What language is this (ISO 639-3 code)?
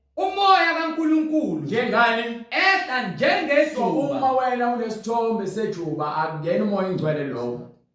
zul